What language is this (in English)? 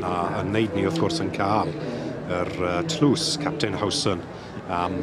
Welsh